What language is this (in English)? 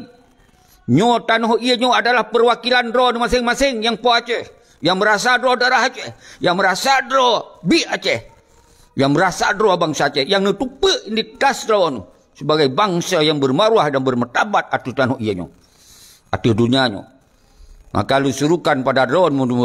Achinese